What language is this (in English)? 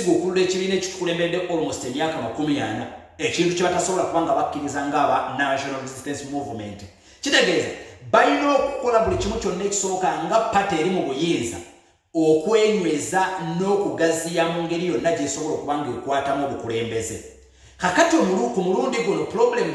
Ganda